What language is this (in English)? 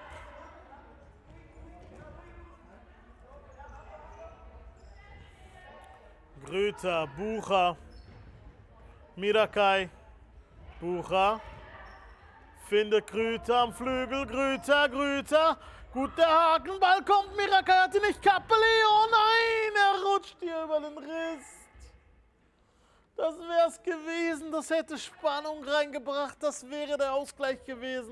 German